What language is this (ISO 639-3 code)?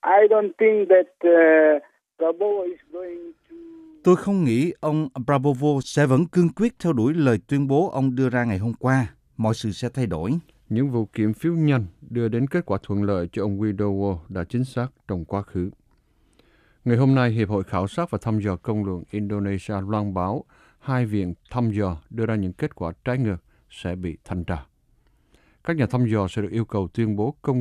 vie